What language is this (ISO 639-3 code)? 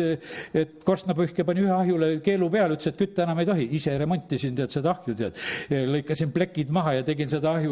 est